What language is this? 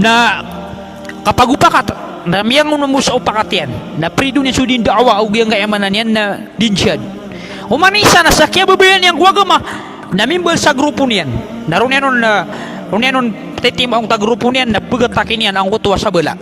Maranao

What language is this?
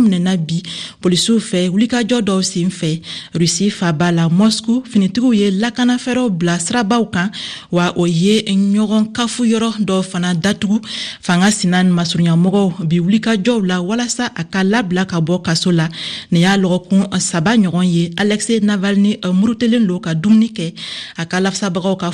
Bambara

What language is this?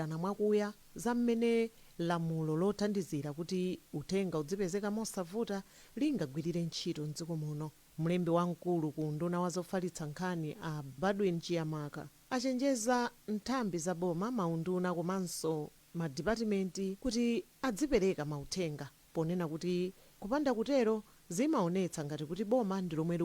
Nyanja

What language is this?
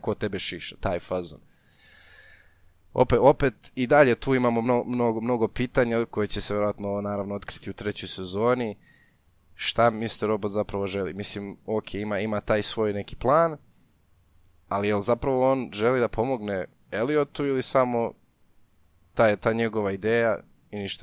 Serbian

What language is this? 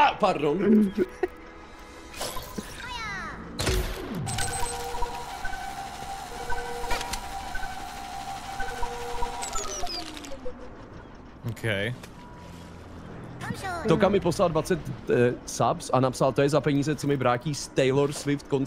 Czech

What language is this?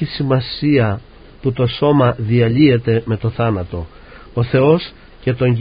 Greek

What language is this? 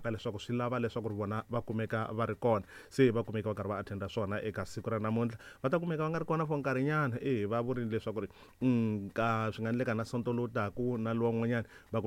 Tsonga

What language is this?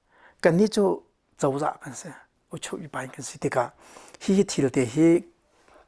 Hakha Chin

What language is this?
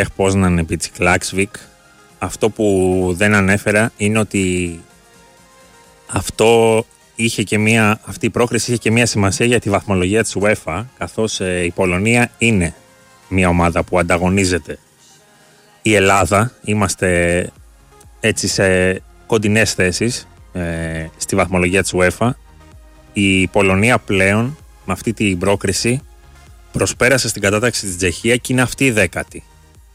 Greek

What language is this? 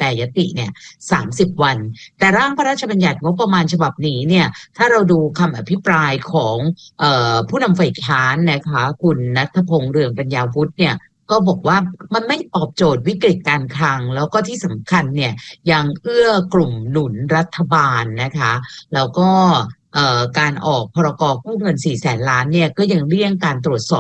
Thai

